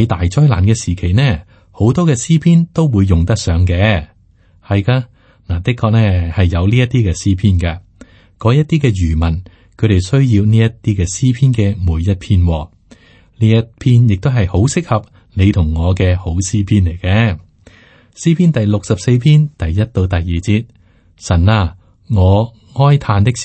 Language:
Cantonese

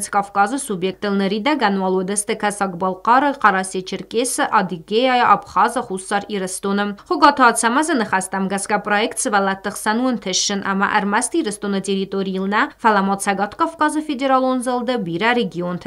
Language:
Ossetic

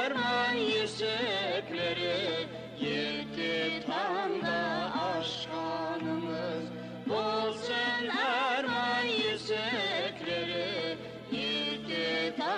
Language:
Kara-Kalpak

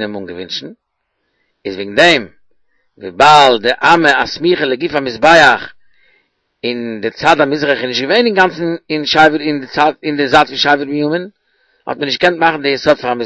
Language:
Yiddish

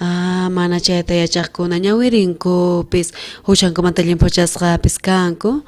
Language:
South Bolivian Quechua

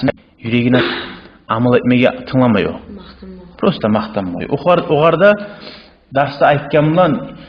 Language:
Kumyk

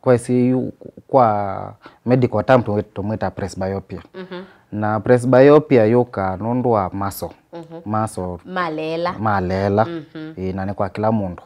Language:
Kamba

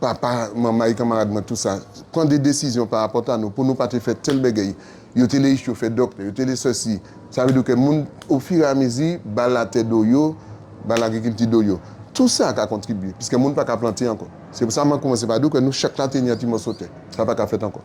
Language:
Guadeloupean Creole French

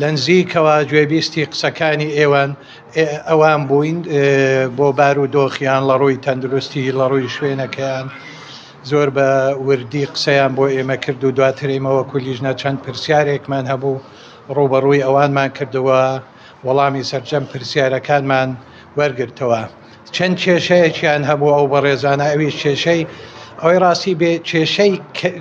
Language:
Central Kurdish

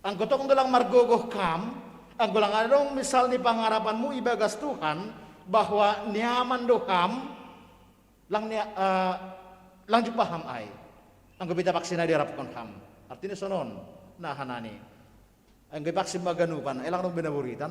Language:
Batak Simalungun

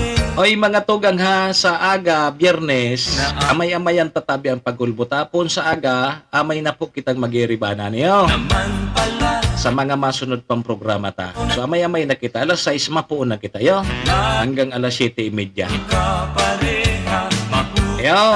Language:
Bikol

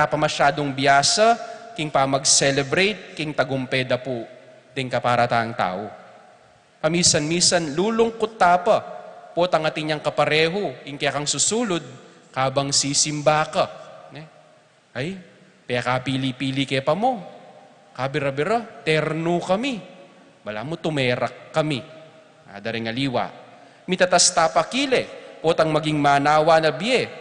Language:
Pampanga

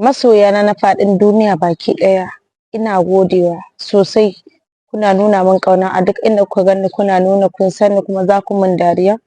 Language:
Hausa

